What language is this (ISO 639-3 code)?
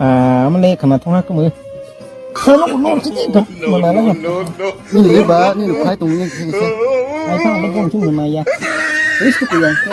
trp